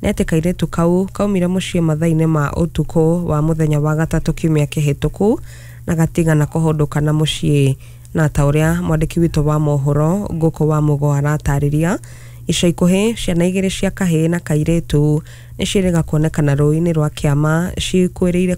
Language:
Kikuyu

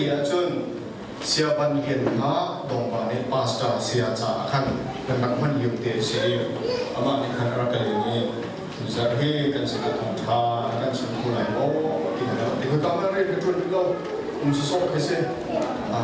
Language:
Hakha Chin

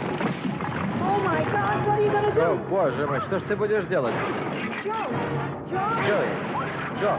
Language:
Adyghe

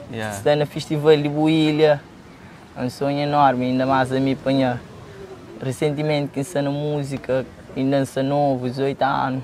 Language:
Kabuverdianu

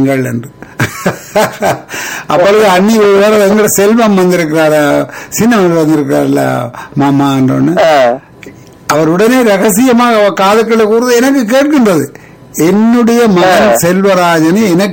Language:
Tamil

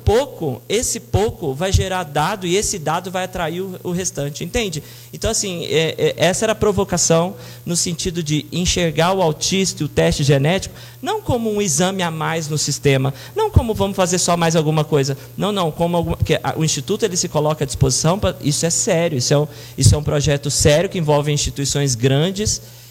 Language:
Portuguese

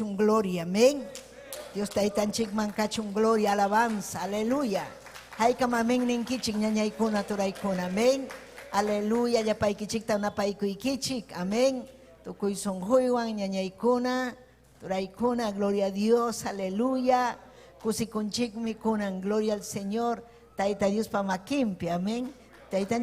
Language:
Ayacucho Quechua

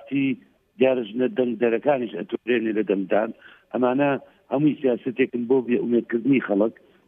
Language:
Central Kurdish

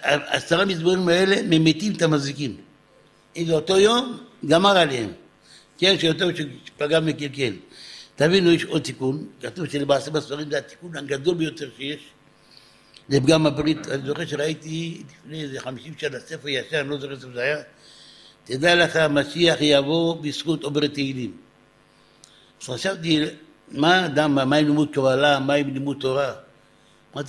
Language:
Hebrew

